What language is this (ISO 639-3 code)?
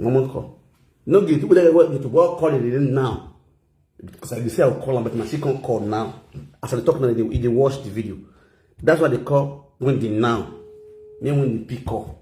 pcm